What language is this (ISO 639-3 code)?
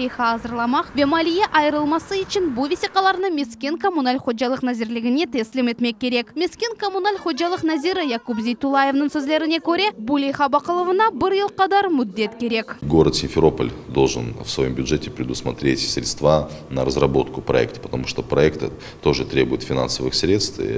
crh